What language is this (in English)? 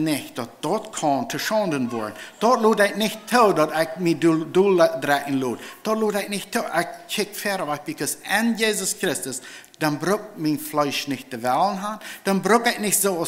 Plautdietsch